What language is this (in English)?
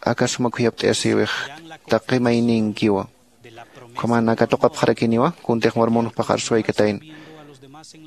Aymara